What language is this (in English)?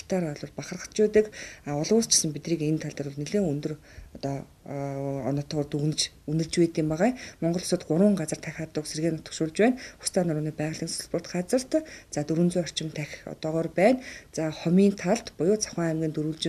Mongolian